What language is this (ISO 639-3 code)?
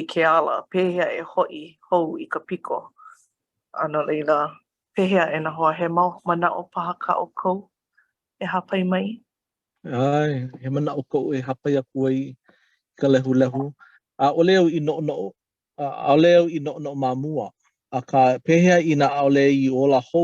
haw